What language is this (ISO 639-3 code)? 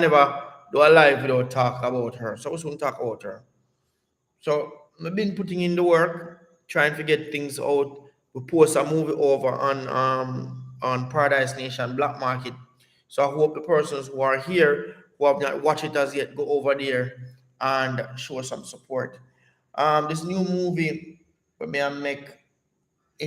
jam